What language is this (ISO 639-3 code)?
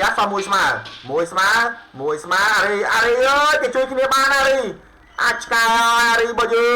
khm